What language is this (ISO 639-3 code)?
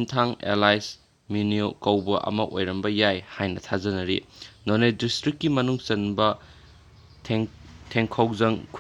mni